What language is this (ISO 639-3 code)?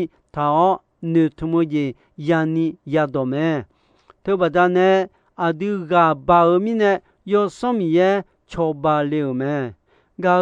ahk